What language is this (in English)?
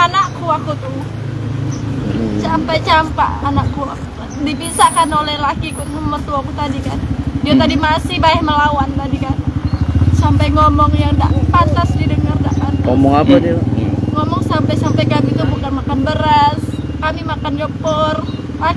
Musi